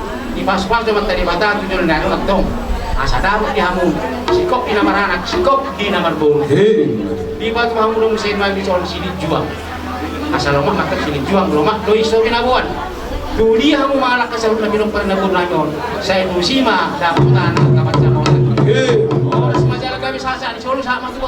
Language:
Batak Toba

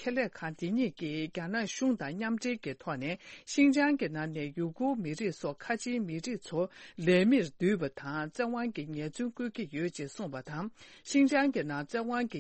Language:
Tibetan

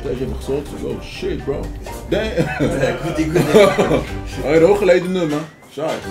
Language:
Swiss German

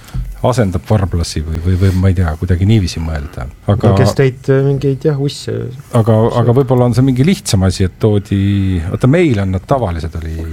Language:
Estonian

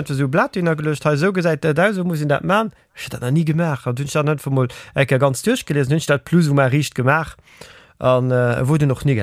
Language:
Luxembourgish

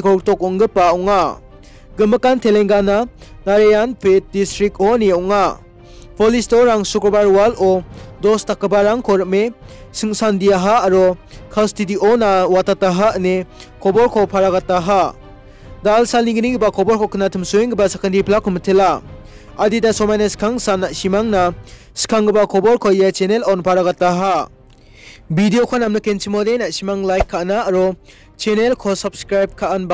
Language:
Garo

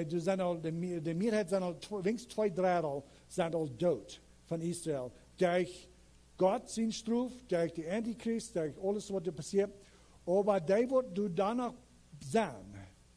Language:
Plautdietsch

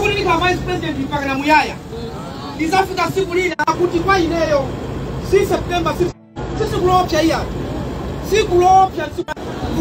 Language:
Nyanja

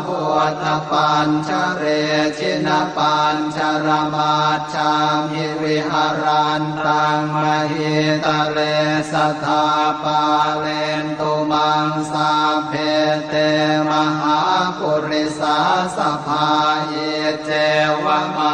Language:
Pali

